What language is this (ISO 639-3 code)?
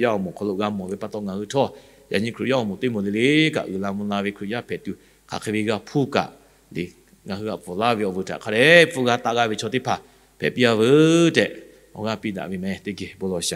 lhu